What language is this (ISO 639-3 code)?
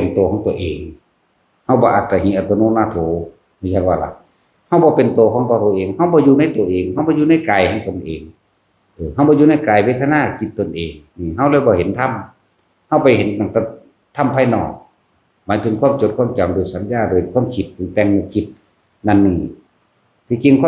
tts